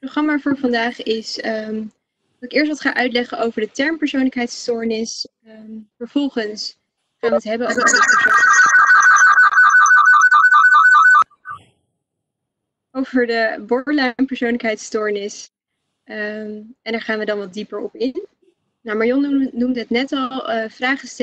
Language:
Dutch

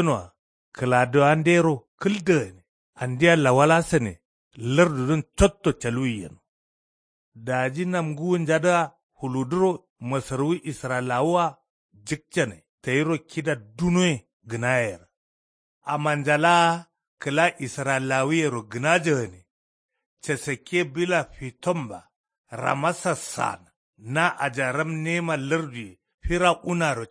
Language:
Kanuri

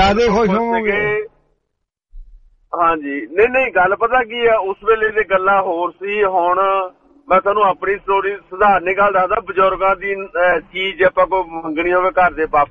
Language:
Punjabi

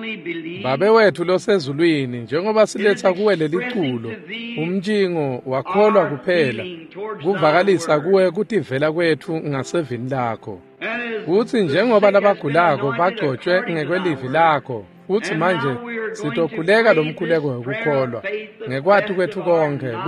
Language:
Swati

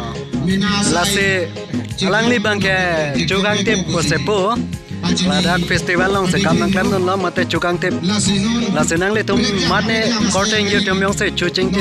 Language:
Karbi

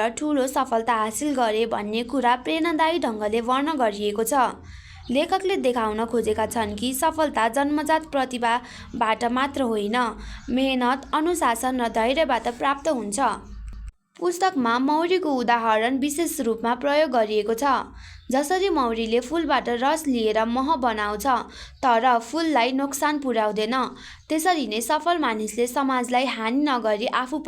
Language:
Nepali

